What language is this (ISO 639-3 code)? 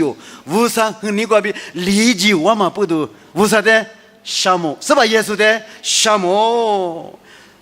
lis